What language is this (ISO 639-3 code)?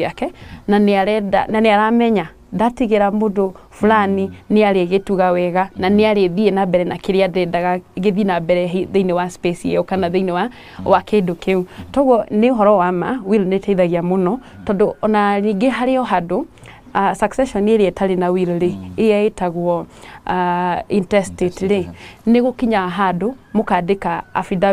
kik